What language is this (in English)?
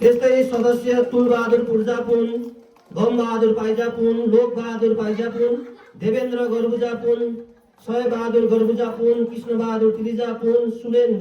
Nepali